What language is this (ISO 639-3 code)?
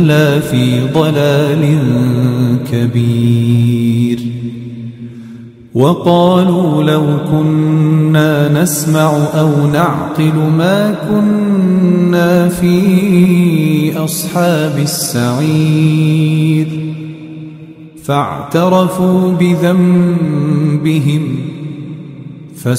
ara